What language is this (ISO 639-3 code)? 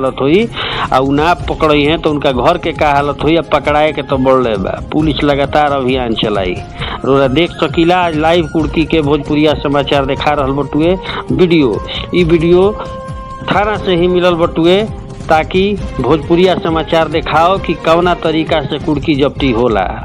bho